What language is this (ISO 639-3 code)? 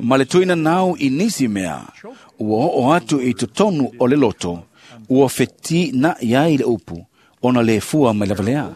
smo